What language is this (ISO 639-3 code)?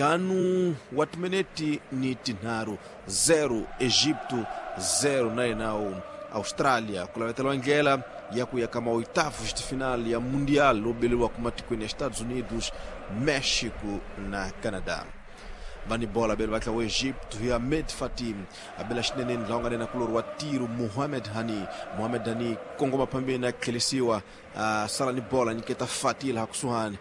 tso